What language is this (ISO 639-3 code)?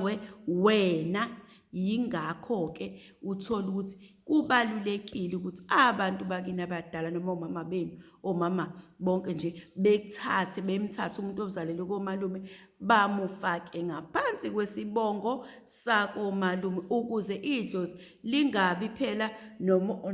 zul